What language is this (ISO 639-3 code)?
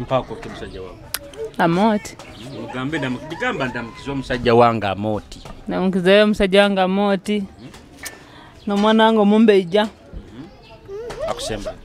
nyo